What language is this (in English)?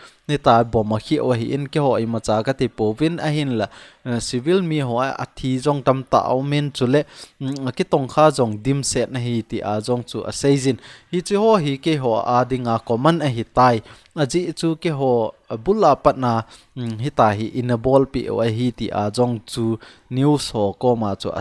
Thado Chin